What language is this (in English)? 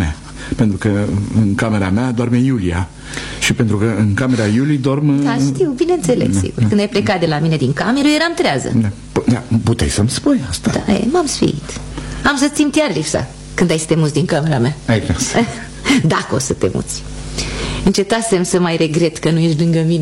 Romanian